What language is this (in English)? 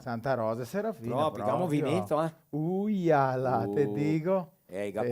Venetian